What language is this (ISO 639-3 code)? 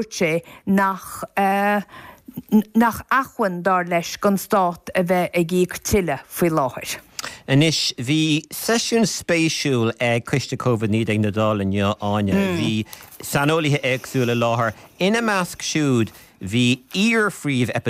gle